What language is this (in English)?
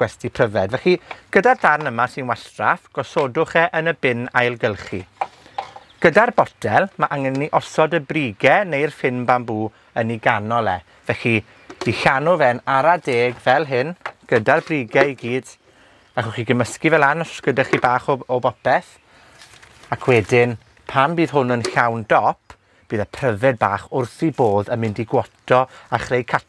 Welsh